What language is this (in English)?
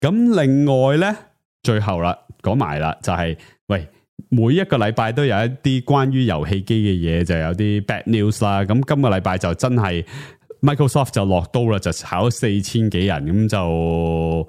Cantonese